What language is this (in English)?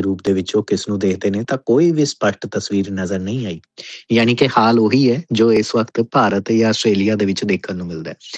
Punjabi